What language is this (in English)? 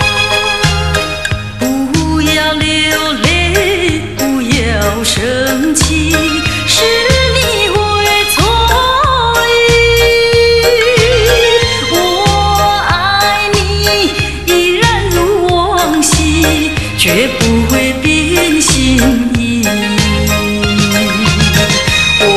Chinese